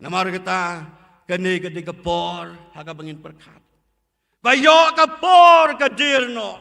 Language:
Khasi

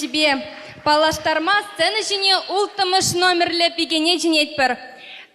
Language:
Chuvash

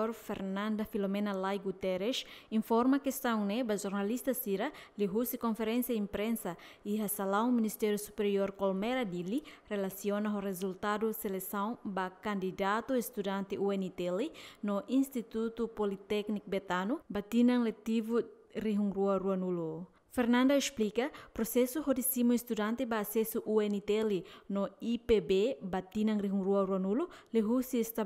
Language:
Tetum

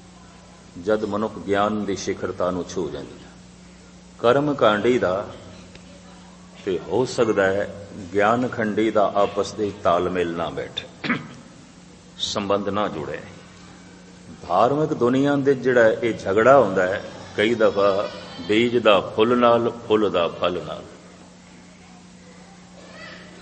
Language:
Punjabi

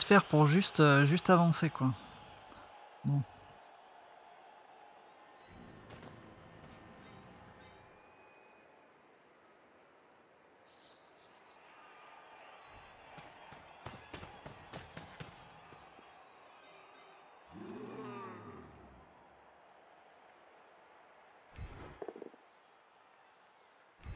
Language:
French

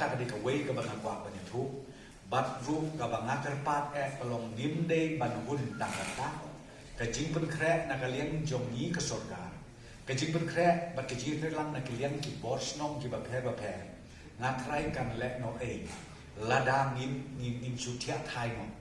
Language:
Khasi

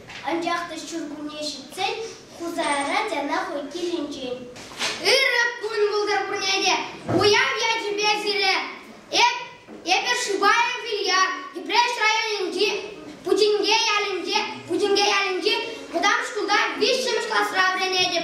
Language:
Chuvash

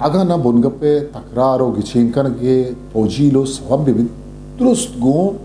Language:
Eastern Balochi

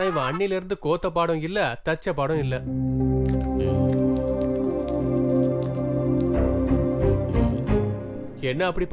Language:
Tamil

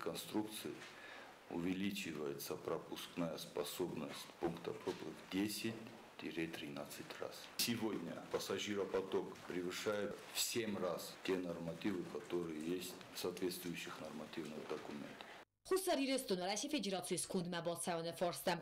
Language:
Ossetic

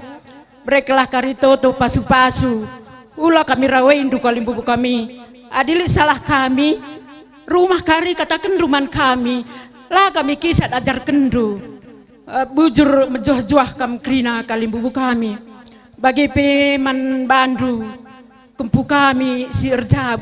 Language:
Batak Karo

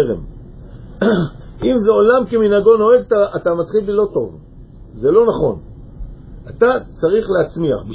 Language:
Hebrew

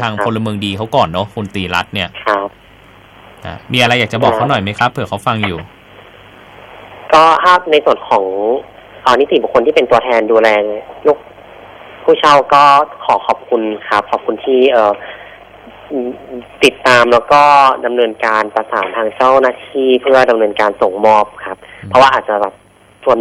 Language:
Thai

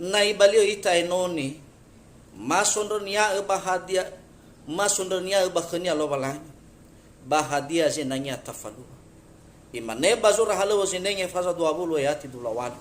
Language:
Nias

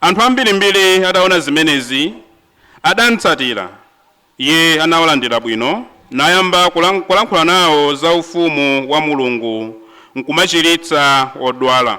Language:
Nyanja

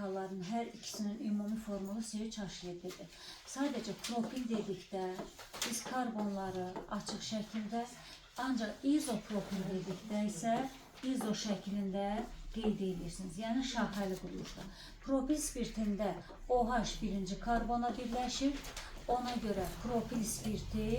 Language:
Azerbaijani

